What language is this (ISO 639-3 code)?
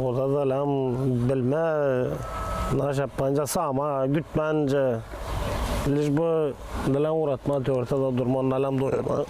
gag